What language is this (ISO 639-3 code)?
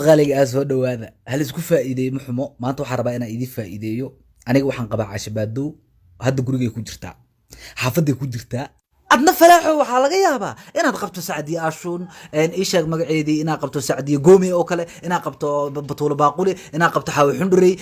som